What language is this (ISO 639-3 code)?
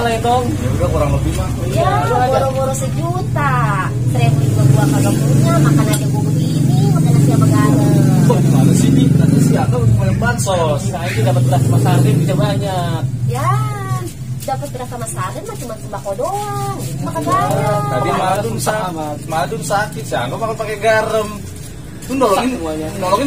bew